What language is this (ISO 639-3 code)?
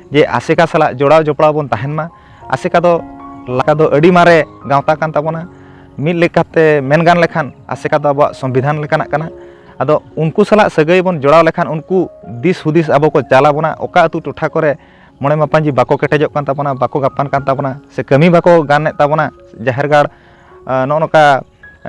sat